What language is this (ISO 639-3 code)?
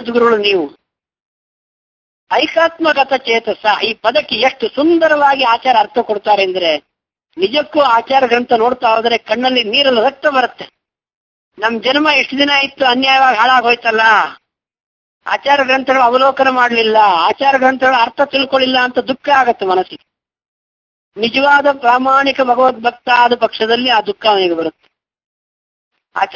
kan